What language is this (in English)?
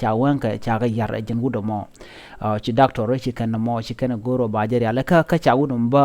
Nuer